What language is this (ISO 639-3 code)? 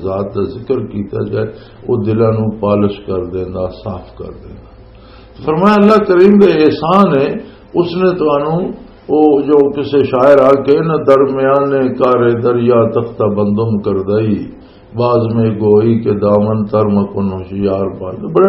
lah